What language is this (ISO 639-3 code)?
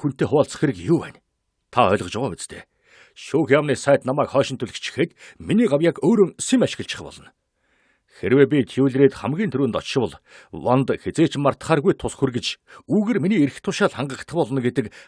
mon